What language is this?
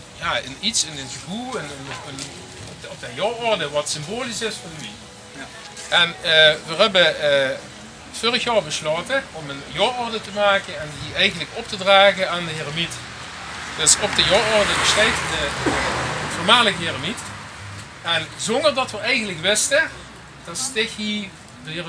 Limburgish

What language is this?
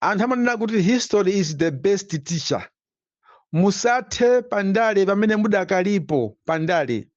Nyanja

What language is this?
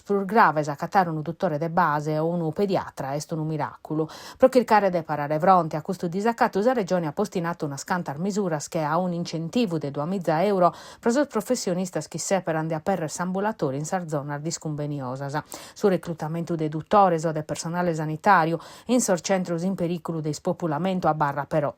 Sardinian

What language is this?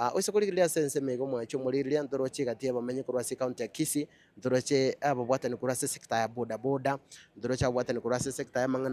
Gusii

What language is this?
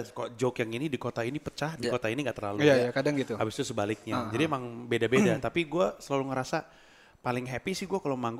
Indonesian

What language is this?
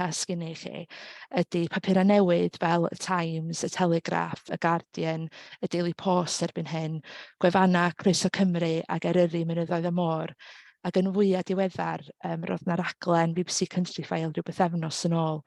Welsh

